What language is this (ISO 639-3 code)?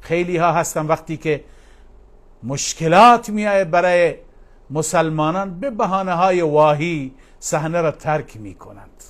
fas